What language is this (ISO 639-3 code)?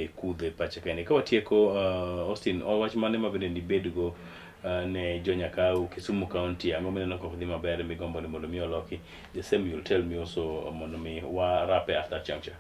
luo